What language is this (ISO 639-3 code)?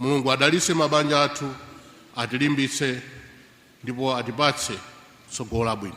nya